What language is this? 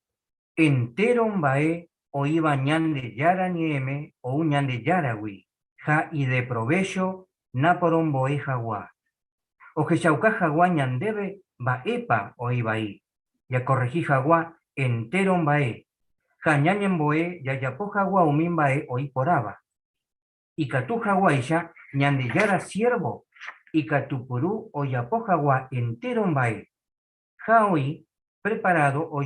Guarani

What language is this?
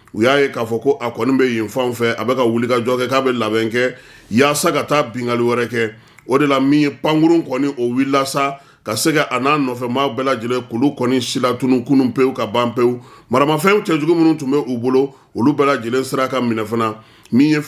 Bambara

